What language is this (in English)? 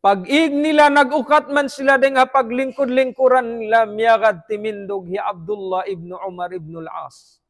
Tausug